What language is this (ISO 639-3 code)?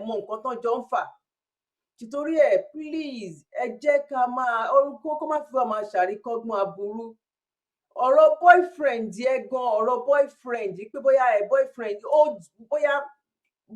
yor